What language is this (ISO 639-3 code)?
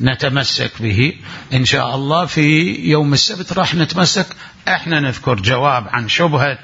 acm